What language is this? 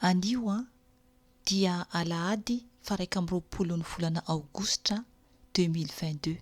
Malagasy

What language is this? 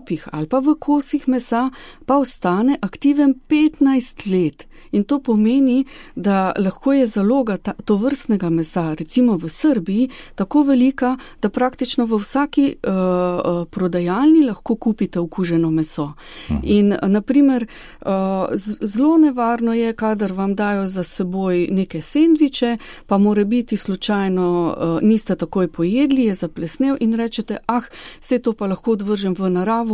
Slovenian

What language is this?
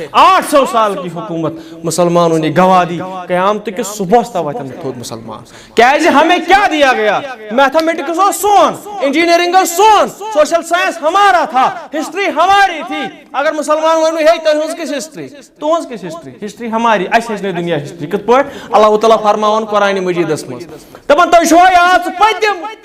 Kashmiri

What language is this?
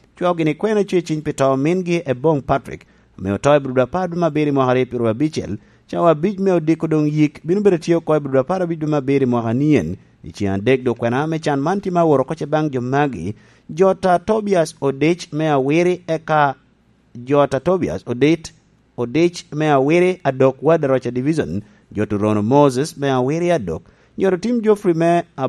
Lango (Uganda)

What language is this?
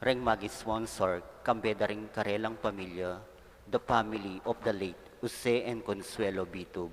Pampanga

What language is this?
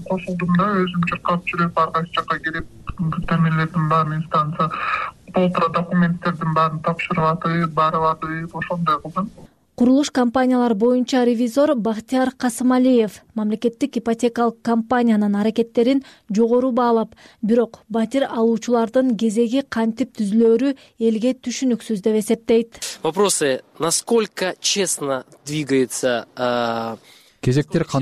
Kyrgyz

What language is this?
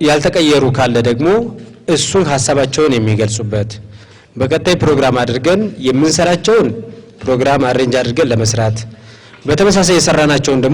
Amharic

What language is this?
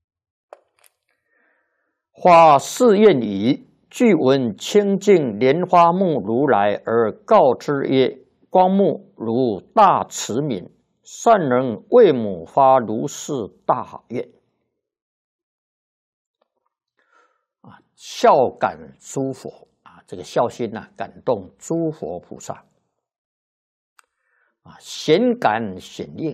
Chinese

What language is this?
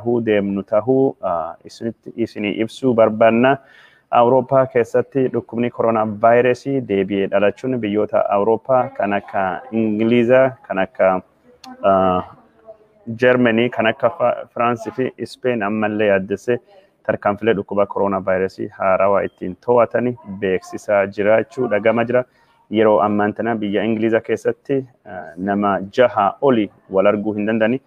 Oromo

